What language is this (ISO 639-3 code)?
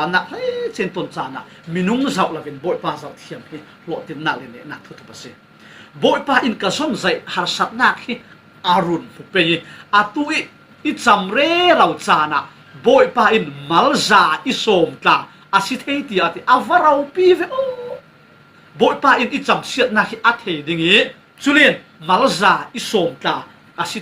cfm